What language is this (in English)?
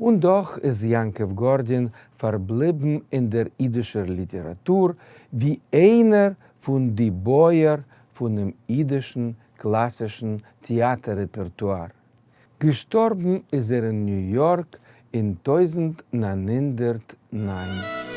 Yiddish